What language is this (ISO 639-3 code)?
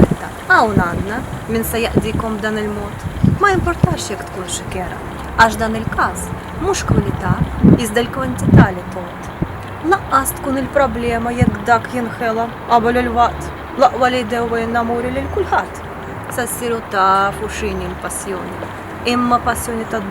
mlt